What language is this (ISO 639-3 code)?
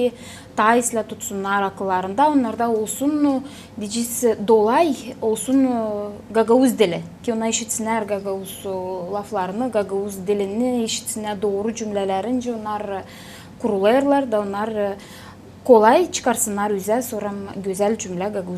gag